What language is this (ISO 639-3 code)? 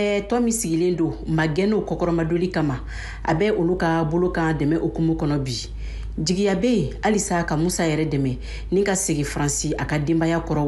bam